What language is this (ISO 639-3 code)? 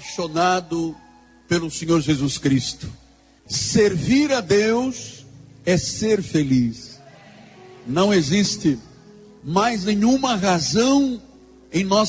por